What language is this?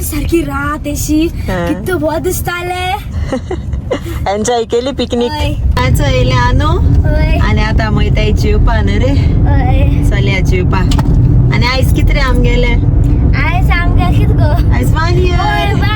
Konkani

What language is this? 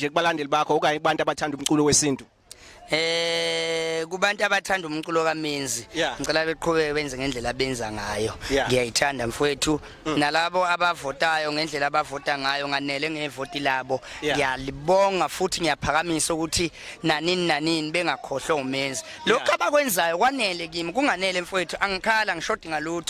Zulu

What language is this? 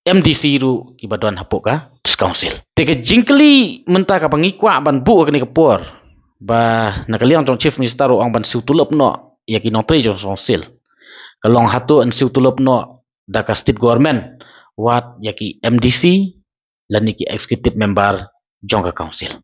Khasi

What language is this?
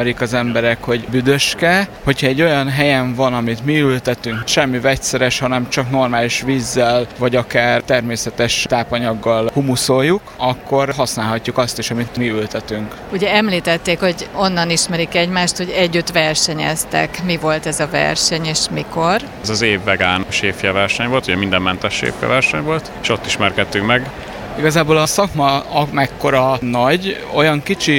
Hungarian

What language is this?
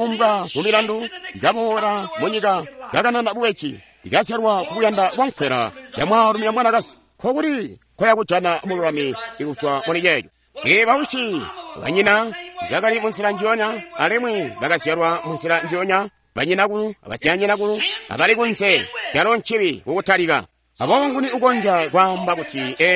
Tonga (Zambia)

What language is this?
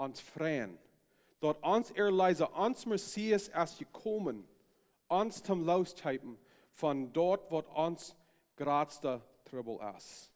Plautdietsch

